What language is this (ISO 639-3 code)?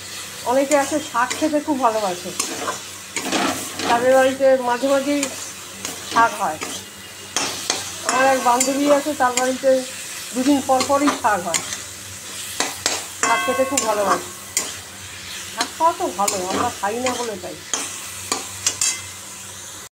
ben